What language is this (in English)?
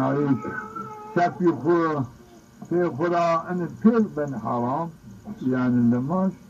Zaza